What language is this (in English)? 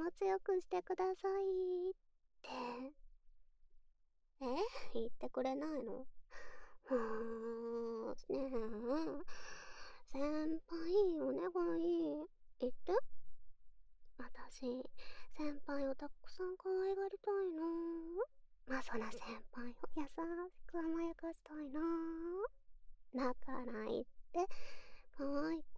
Japanese